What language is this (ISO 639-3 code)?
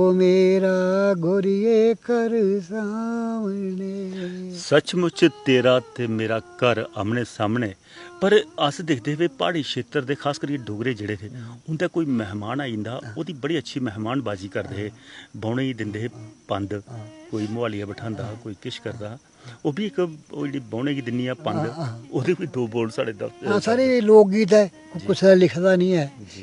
doi